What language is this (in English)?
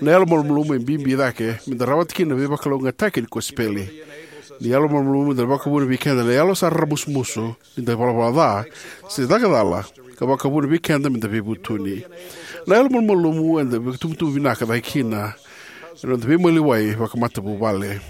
Fijian